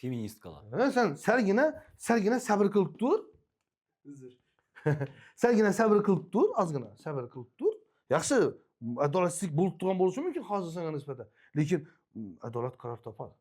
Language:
Uzbek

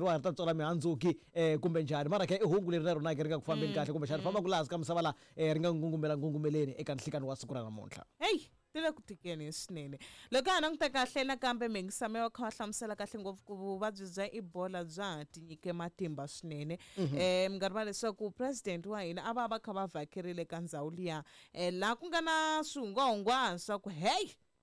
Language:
Tsonga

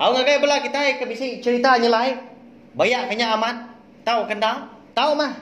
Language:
Iban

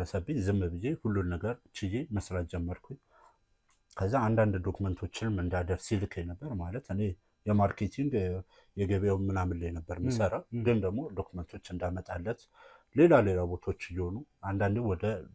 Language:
Amharic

